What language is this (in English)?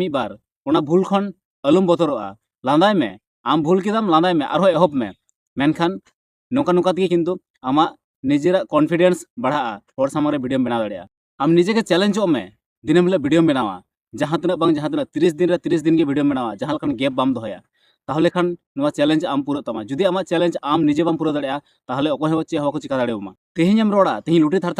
Santali